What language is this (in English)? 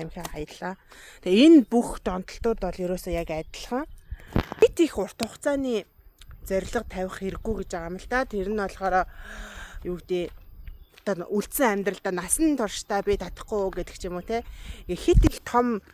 Mongolian